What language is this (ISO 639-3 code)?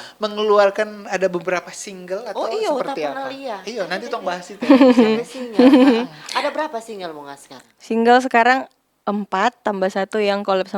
xmm